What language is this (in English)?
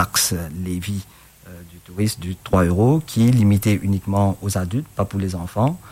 Morisyen